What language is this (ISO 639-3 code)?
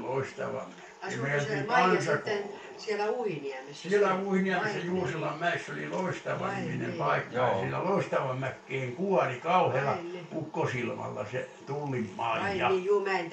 fin